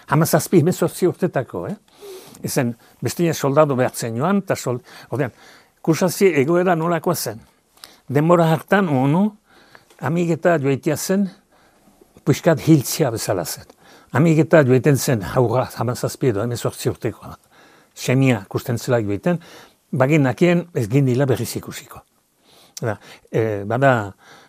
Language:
Basque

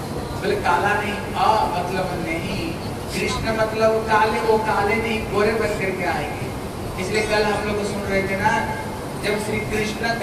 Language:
Hindi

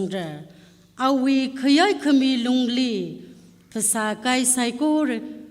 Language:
Tangkhul Naga (India)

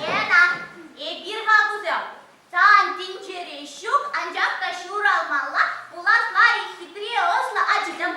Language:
Chuvash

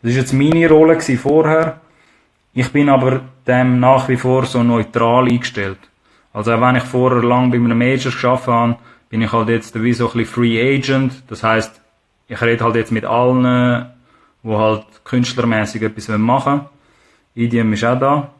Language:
Swiss German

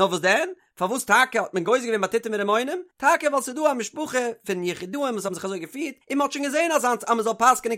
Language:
Yiddish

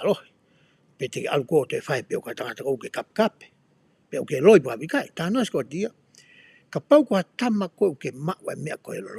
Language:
Tongan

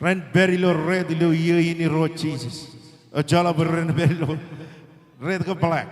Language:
Marshallese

